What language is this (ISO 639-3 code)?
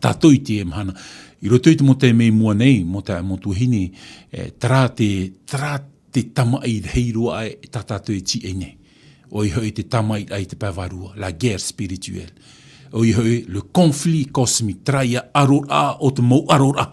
tah